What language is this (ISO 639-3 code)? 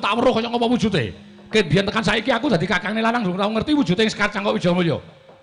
jav